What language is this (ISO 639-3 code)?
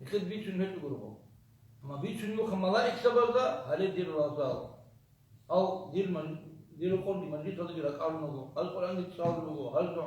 ava